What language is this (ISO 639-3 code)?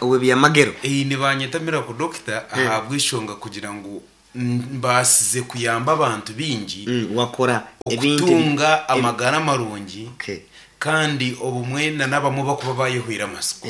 nyn